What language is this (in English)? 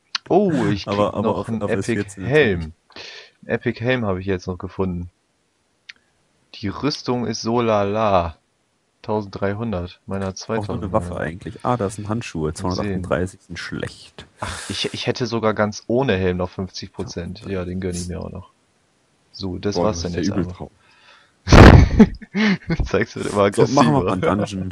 German